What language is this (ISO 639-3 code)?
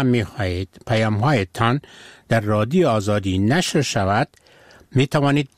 fas